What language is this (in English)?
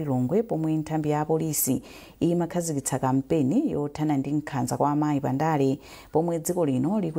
Nyanja